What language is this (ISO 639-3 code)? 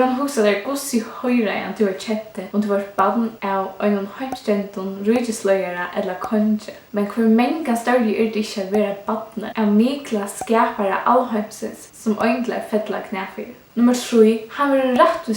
fao